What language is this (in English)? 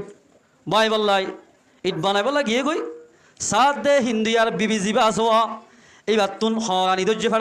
Rohingya